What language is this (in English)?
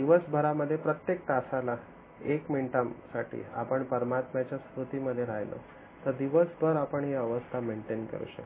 Marathi